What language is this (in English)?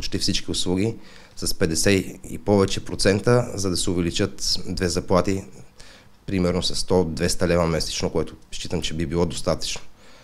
Bulgarian